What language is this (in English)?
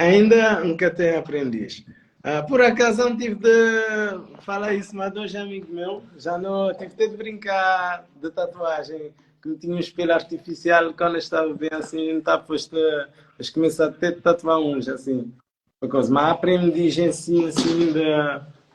Kabuverdianu